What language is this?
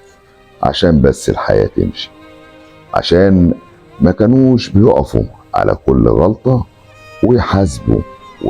Egyptian Arabic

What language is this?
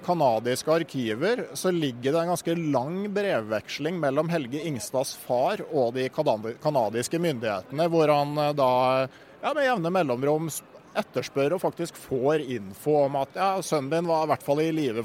Norwegian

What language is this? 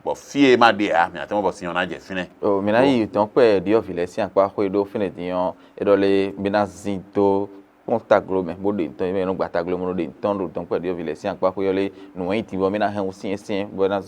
Fon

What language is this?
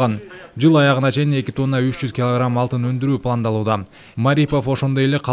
Kyrgyz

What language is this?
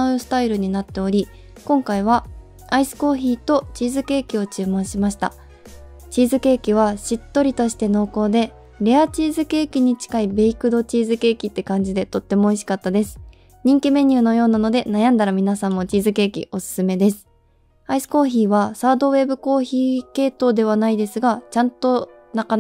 Japanese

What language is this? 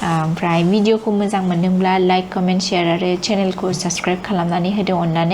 Bodo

